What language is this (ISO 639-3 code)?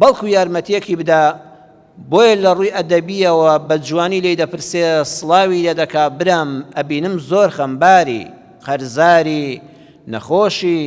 ckb